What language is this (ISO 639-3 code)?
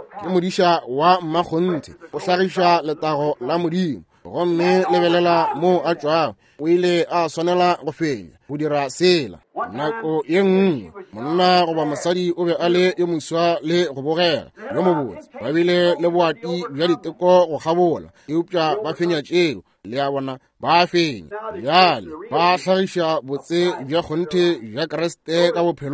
nso